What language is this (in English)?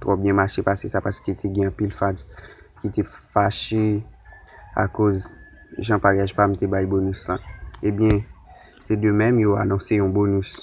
Haitian Creole